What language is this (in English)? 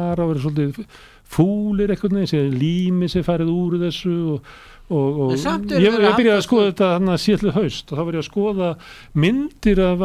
Icelandic